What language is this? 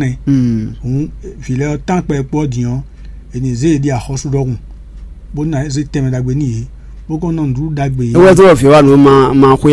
Fon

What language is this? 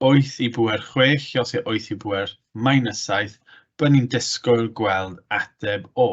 Welsh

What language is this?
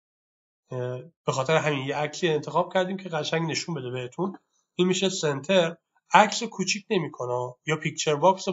Persian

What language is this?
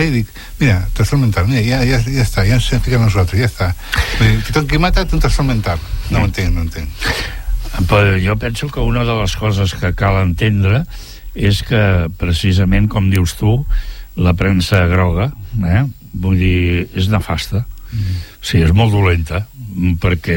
Catalan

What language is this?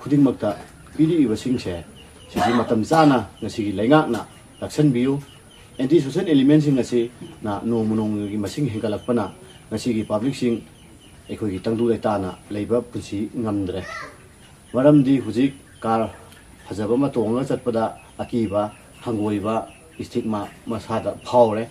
Manipuri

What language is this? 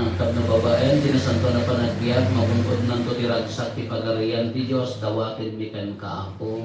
Iloko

